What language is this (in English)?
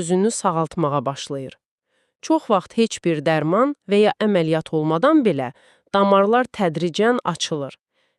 Azerbaijani